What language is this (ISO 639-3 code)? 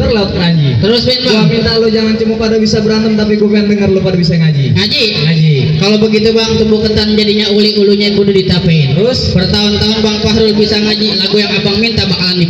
bew